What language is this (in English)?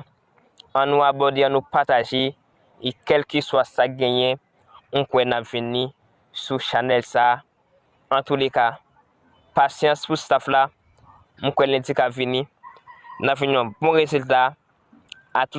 Haitian Creole